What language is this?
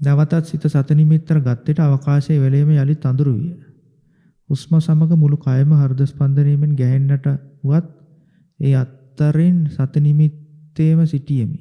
Sinhala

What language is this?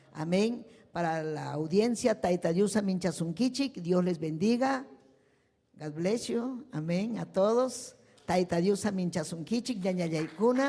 Ayacucho Quechua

